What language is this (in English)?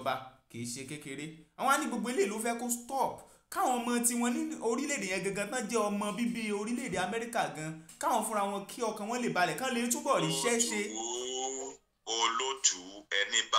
Yoruba